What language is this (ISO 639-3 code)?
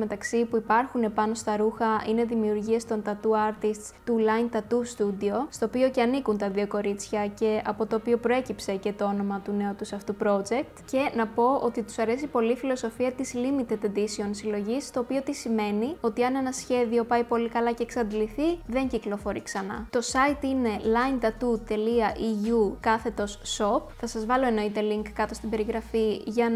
ell